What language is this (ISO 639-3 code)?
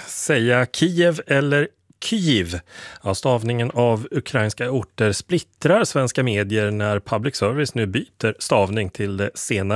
swe